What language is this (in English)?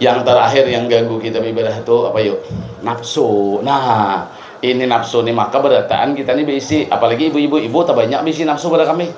Banjar